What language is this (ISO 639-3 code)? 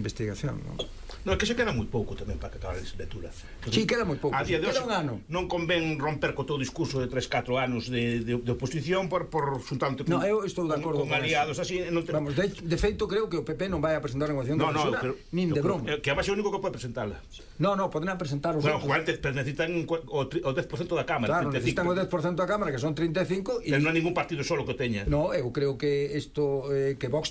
glg